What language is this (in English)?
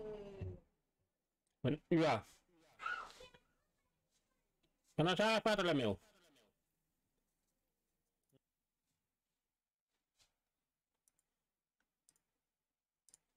Romanian